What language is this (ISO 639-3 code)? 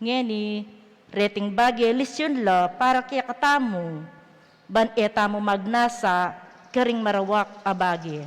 pam